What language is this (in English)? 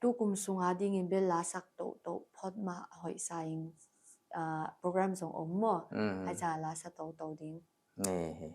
Paite Chin